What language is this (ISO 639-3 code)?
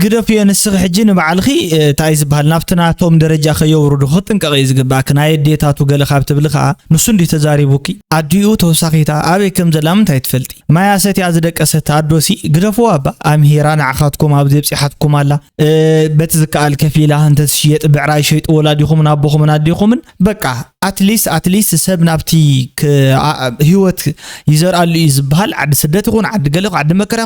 tir